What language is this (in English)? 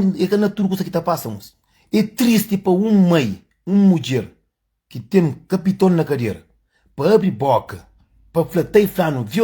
Kabuverdianu